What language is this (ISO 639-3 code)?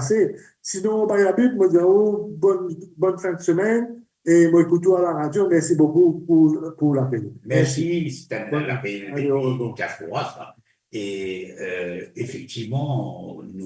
mfe